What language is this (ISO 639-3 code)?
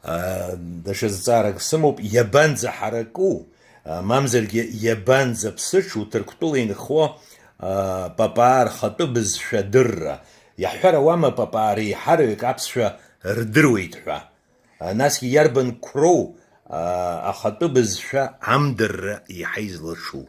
abk